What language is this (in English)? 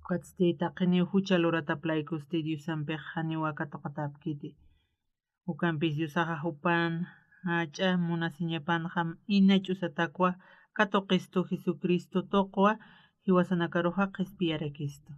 Aymara